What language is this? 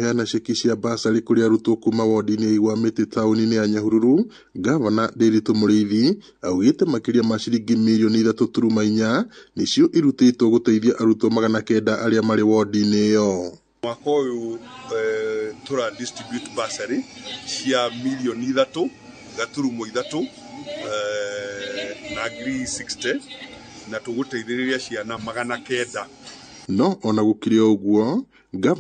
Kikuyu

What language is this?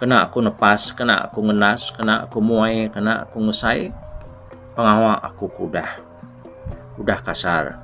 Iban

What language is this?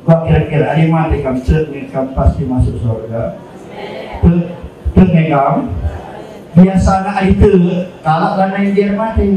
Batak Karo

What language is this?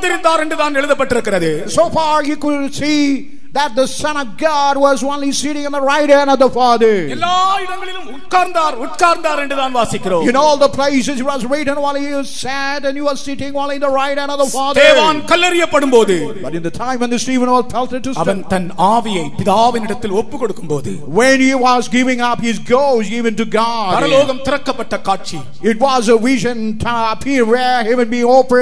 Tamil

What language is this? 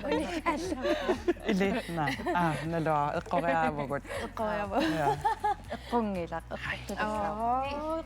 Kalaallisut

